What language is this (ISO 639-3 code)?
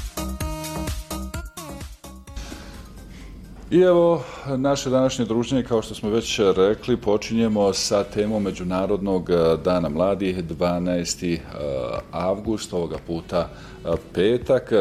bos